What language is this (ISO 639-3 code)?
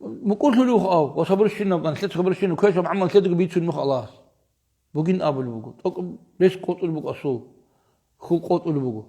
ava